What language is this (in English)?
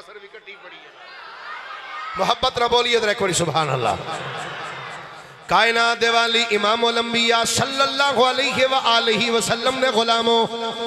Urdu